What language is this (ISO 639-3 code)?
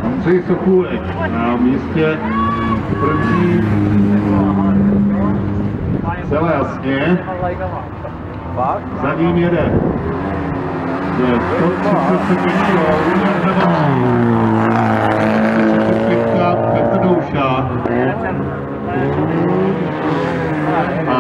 ces